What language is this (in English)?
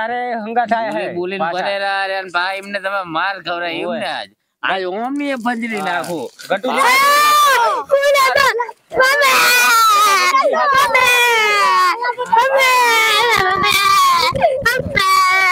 Gujarati